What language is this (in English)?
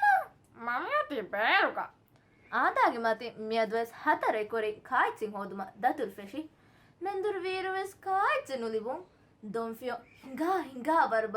Divehi